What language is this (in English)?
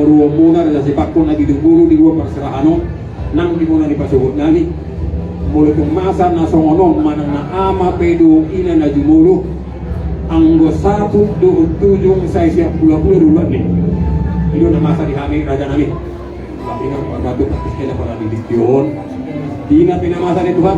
Batak Toba